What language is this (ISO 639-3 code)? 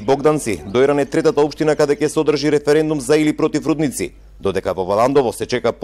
mkd